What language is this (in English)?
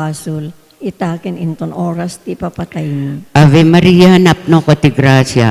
Iloko